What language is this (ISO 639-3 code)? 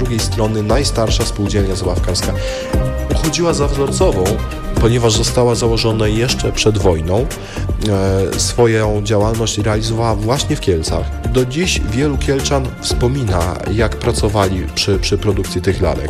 pol